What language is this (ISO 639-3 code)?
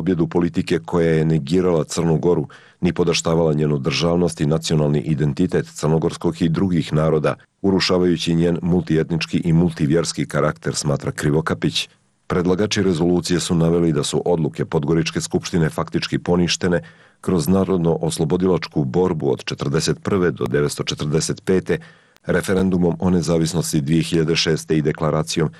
srp